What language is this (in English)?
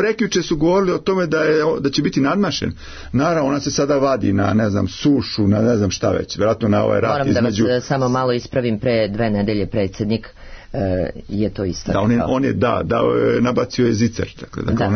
Serbian